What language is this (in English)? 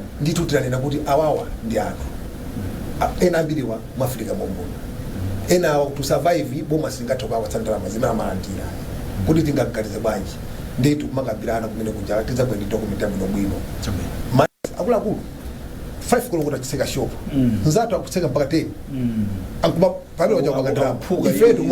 Nyanja